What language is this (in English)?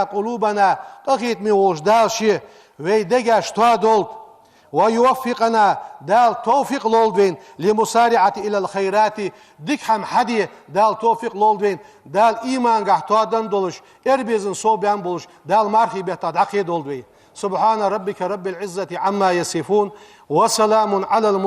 Ingush